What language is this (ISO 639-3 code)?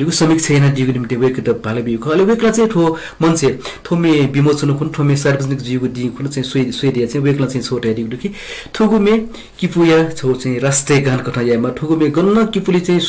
new